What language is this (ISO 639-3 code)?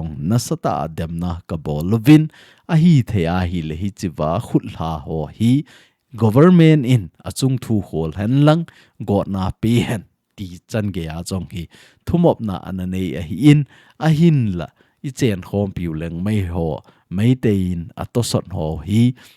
tcz